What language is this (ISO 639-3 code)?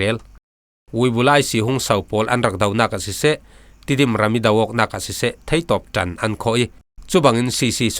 cfm